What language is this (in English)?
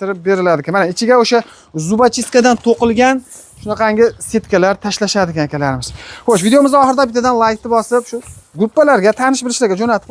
Uzbek